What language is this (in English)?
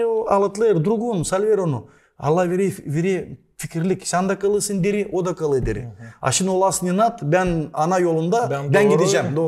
Gagauz